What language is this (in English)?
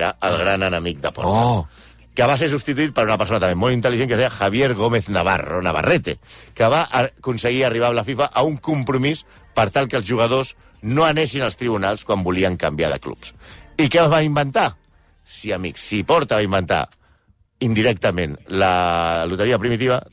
Catalan